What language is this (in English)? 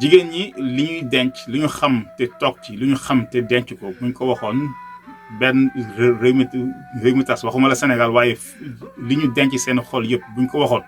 Wolof